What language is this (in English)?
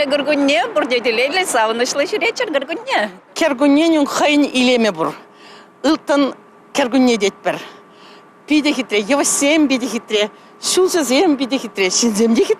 Chuvash